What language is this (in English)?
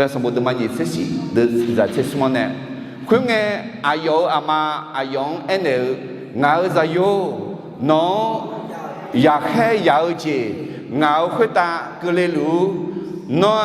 Akha